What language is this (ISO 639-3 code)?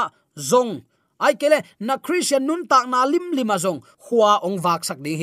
ctd